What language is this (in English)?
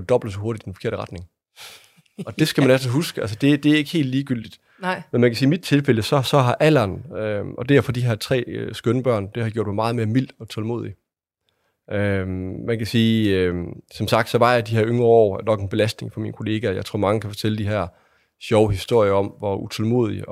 Danish